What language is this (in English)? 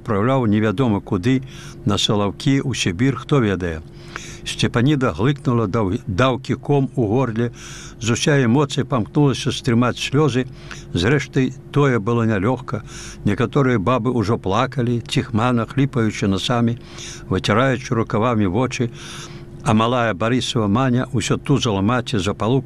Belarusian